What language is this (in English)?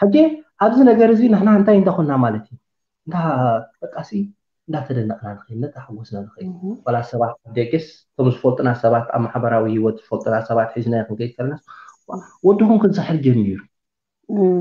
Tigrinya